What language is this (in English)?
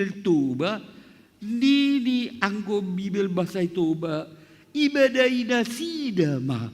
Batak Simalungun